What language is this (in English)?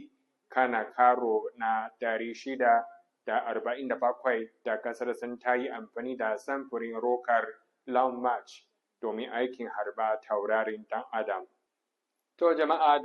Hausa